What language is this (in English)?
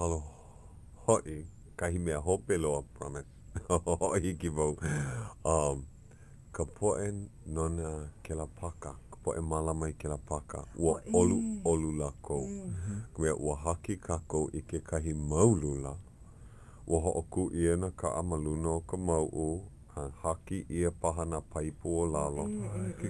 Hawaiian